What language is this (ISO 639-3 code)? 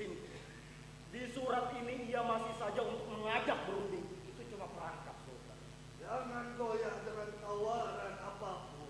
bjn